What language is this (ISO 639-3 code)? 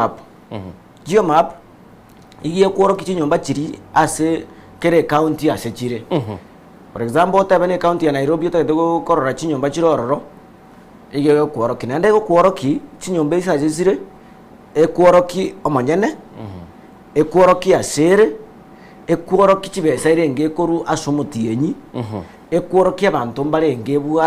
guz